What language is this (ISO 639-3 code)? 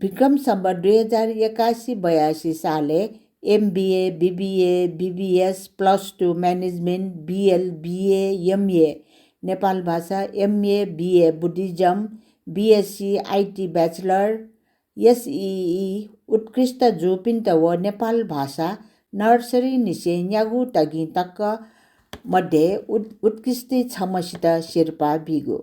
new